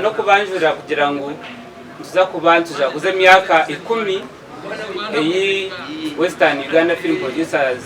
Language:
Nyankole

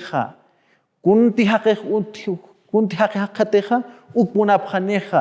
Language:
Aymara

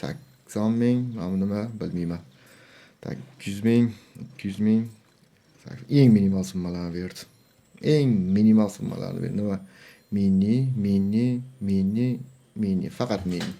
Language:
Uzbek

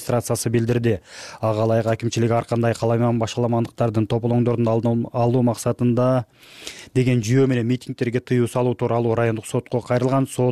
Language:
Kyrgyz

